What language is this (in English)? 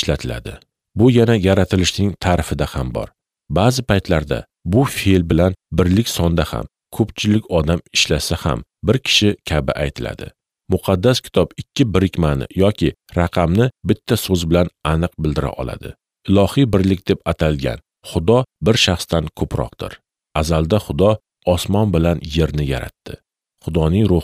Uzbek